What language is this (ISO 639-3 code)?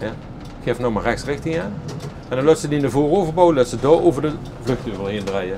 lim